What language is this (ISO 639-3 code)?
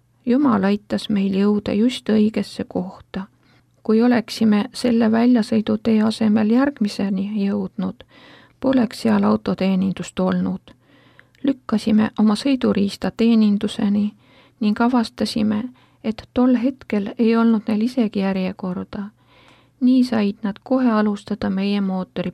est